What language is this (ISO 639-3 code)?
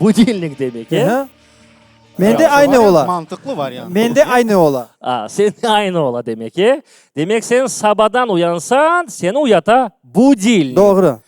crh